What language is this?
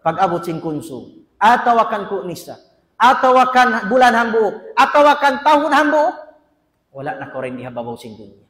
Tausug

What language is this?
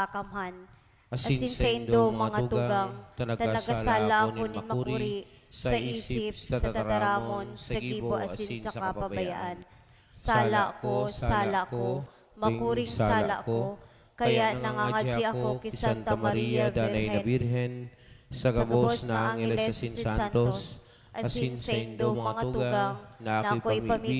Bikol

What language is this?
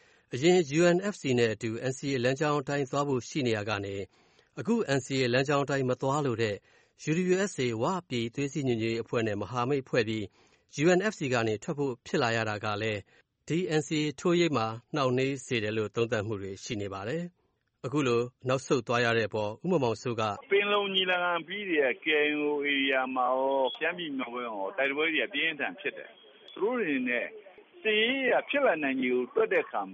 Burmese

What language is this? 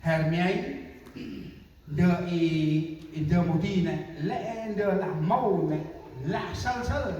Central Mnong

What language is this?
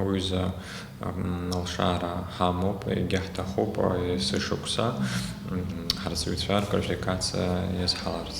Abkhazian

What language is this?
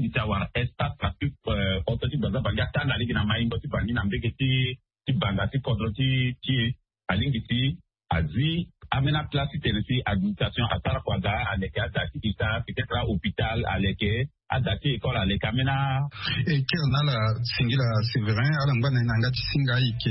Sango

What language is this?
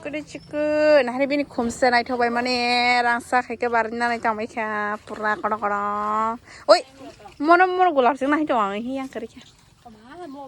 Kok Borok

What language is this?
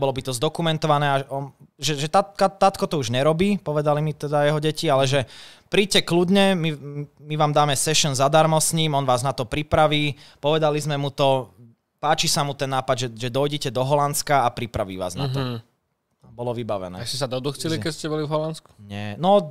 Slovak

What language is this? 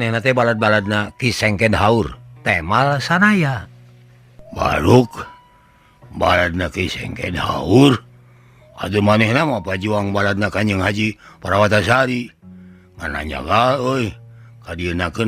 Sundanese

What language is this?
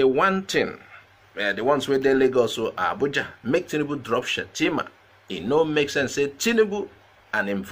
Nigerian Pidgin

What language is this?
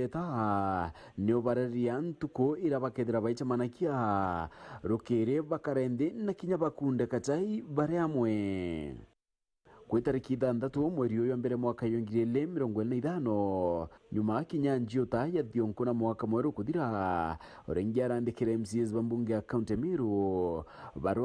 Meru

